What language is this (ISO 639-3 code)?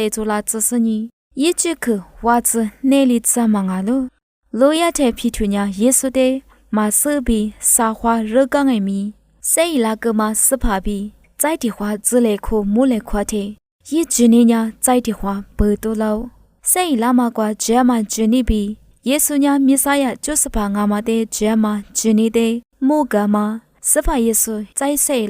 lis